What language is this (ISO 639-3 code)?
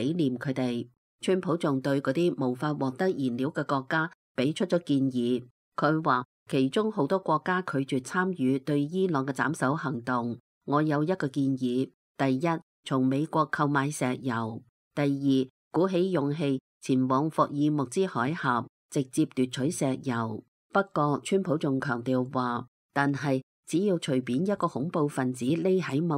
yue